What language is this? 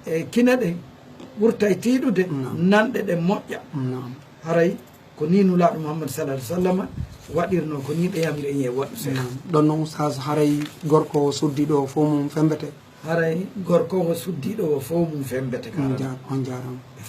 Fula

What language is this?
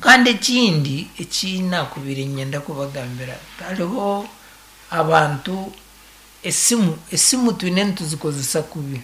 Nyankole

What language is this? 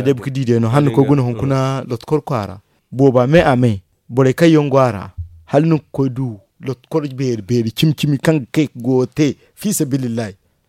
Zarma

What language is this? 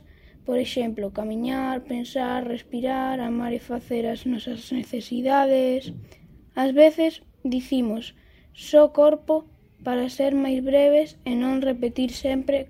Galician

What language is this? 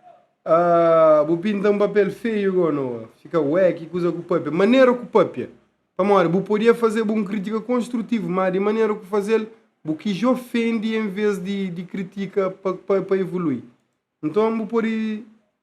Kabuverdianu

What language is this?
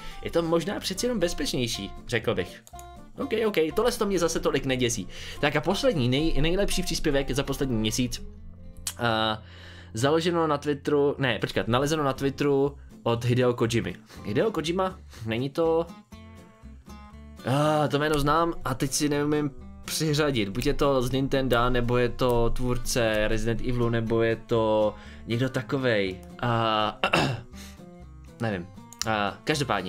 Czech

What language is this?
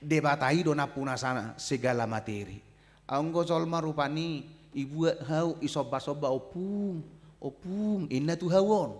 Batak Toba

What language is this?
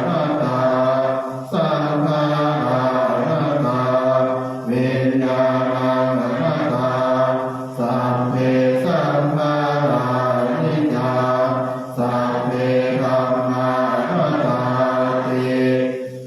Pali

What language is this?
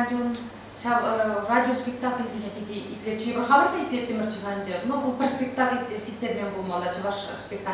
Chuvash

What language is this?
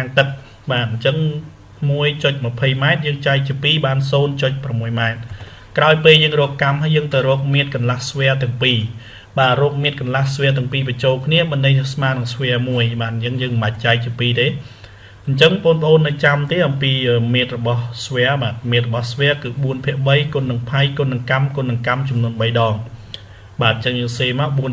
Khmer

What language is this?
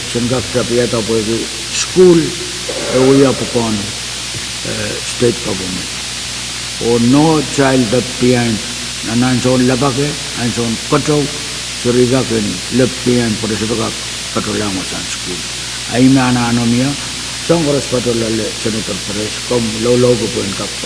Pohnpeian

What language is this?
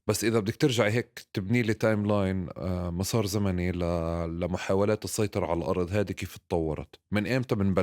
North Levantine Arabic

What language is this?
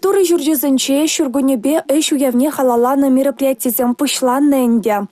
Chuvash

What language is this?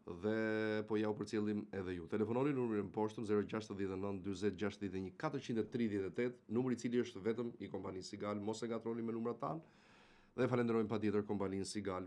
Albanian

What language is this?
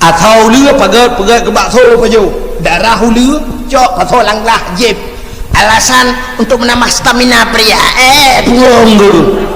Achinese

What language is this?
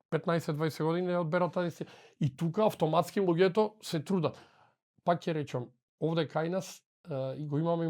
Macedonian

